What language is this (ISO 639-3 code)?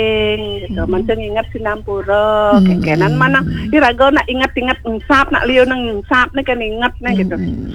ban